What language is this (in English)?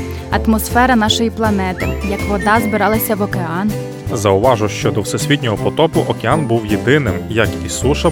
Ukrainian